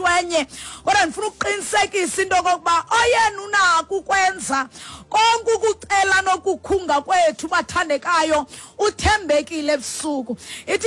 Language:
Xhosa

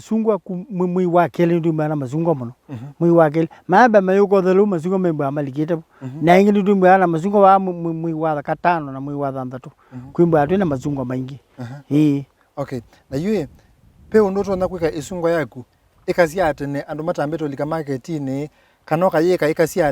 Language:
Kamba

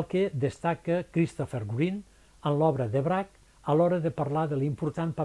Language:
Catalan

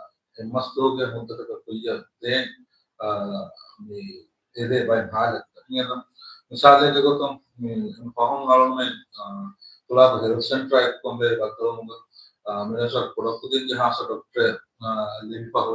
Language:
Divehi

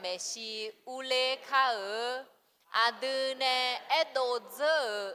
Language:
Akha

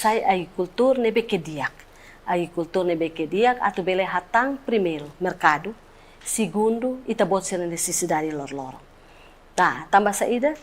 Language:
Tetum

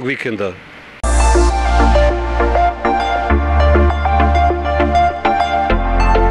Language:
Serbian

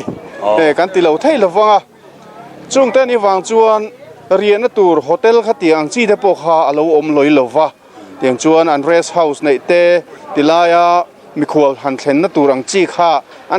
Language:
Mizo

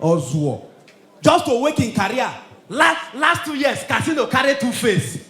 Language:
Nigerian Pidgin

